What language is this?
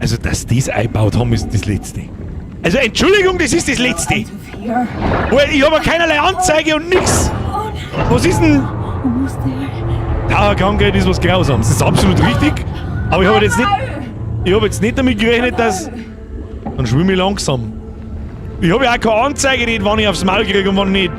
Bavarian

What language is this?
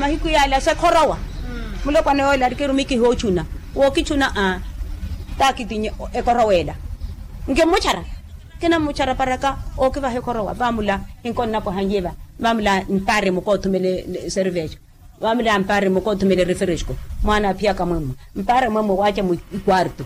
Makhuwa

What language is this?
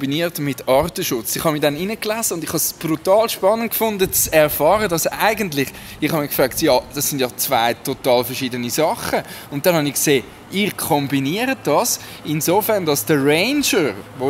Swiss German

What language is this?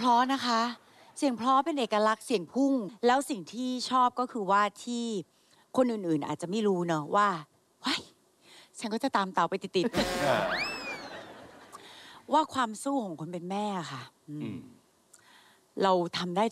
Thai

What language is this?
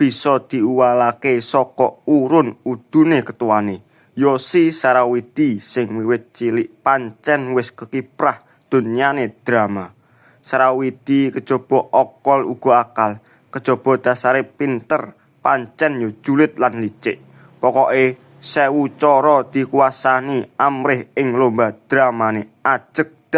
Javanese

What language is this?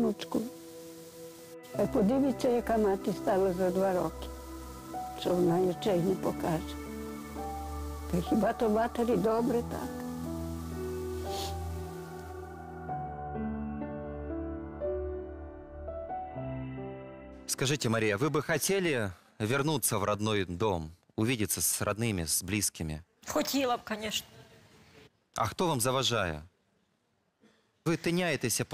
Ukrainian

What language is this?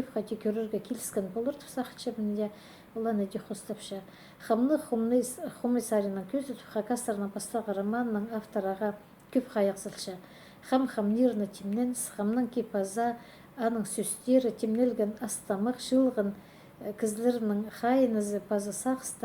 Khakas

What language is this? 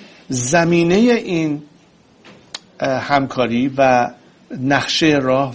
Persian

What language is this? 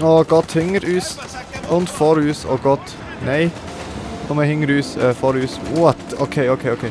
Swiss German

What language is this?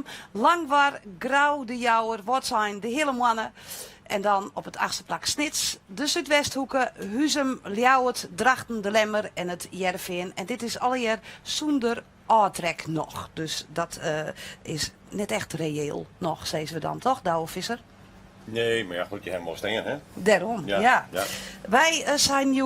Western Frisian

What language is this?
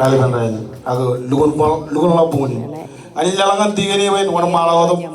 Marshallese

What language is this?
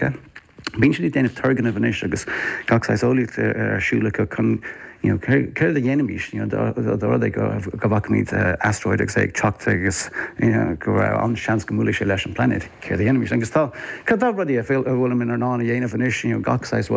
Irish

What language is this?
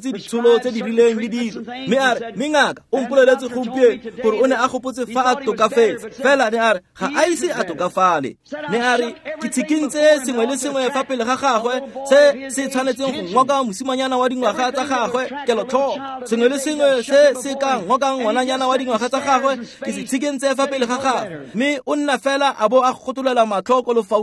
Tswana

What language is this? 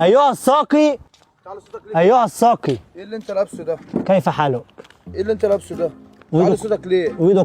Egyptian Arabic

